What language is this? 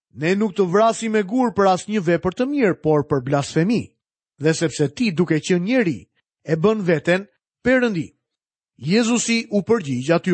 Albanian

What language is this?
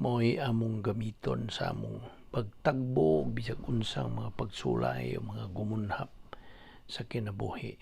Cebuano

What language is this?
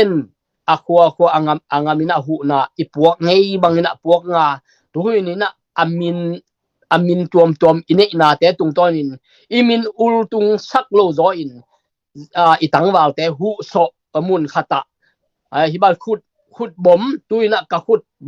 Tedim Chin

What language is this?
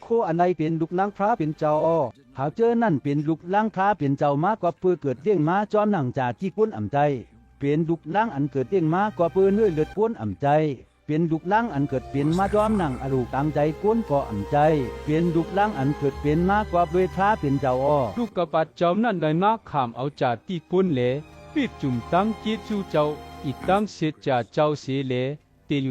Shan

